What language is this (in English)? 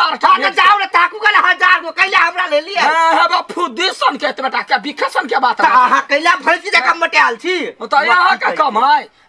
Maithili